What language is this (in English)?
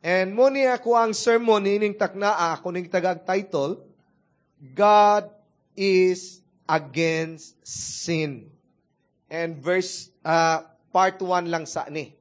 Cebuano